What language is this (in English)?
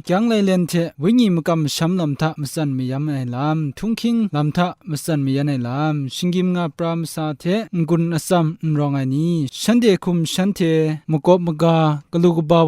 Kachin